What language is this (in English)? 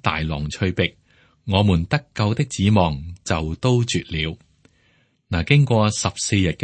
Cantonese